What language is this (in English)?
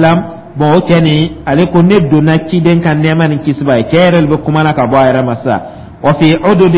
Dyula